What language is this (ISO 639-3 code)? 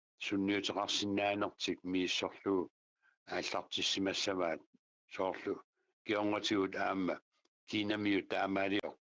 kal